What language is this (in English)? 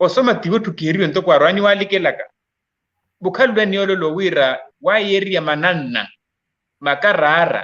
Makhuwa